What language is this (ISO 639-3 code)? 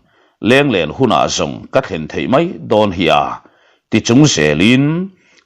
lus